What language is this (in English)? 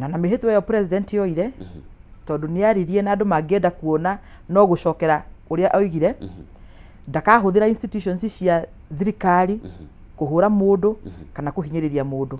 Kikuyu